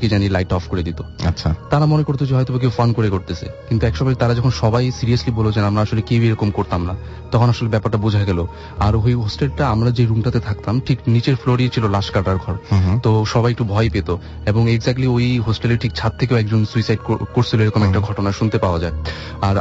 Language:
Bangla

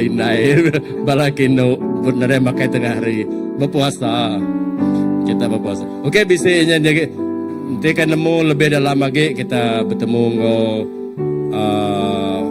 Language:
Iban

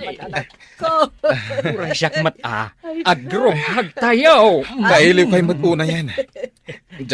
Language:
Iloko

